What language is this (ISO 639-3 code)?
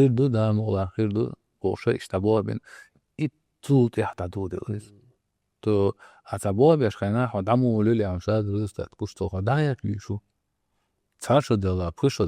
che